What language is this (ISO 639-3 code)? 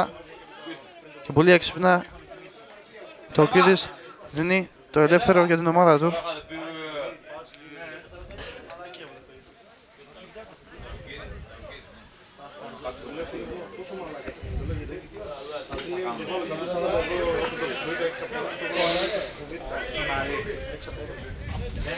ell